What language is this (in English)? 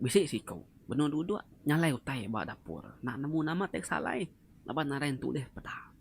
Iban